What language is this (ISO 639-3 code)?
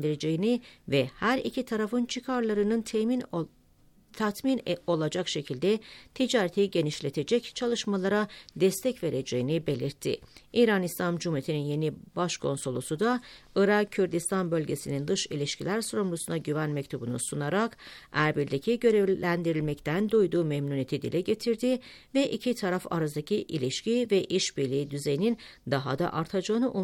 tur